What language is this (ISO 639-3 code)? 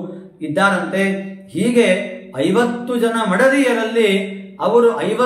kan